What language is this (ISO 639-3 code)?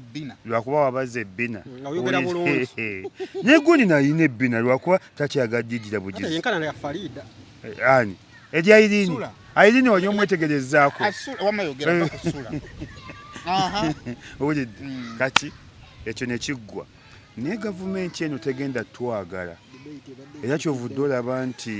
lug